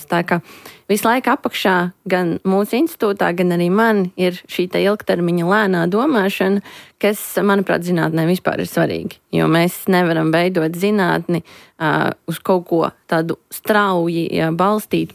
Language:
Latvian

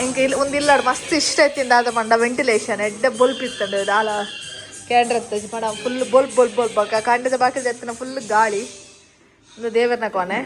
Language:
Tulu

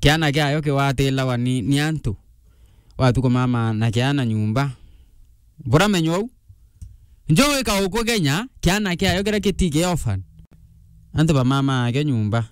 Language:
Meru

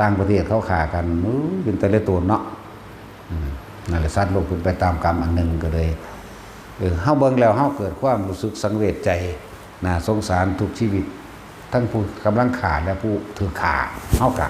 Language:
Northeastern Thai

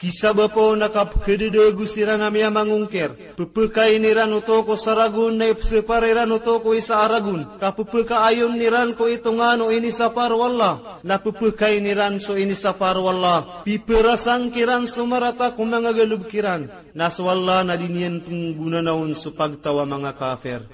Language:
Maranao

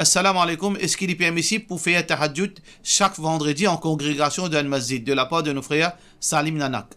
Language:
Morisyen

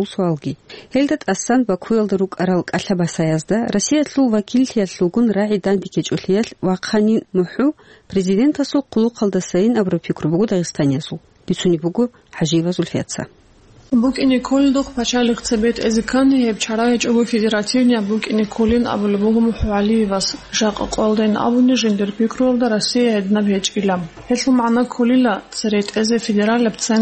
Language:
Avaric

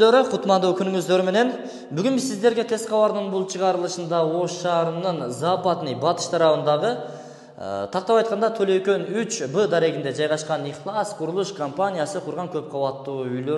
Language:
Kyrgyz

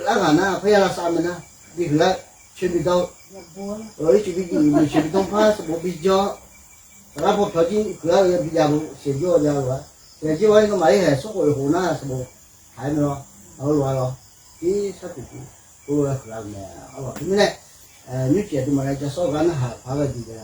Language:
Akha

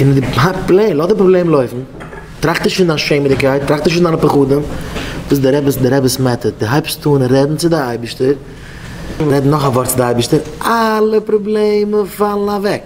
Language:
Yiddish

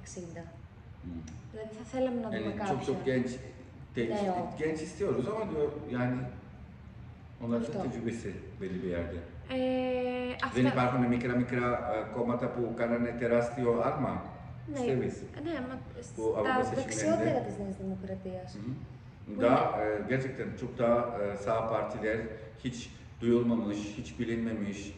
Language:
Turkish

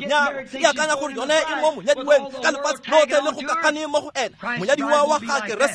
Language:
Tswana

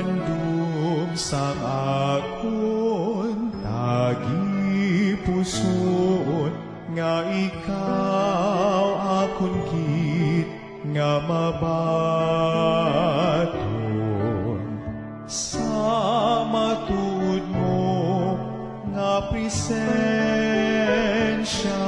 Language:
Hiligaynon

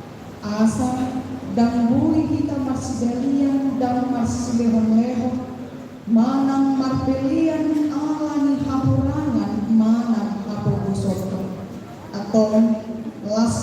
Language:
Batak Toba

